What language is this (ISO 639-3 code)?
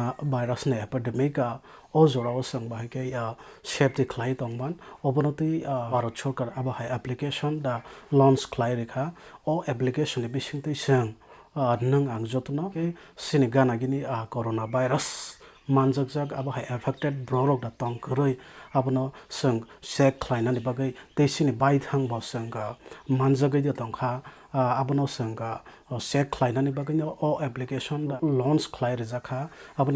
trp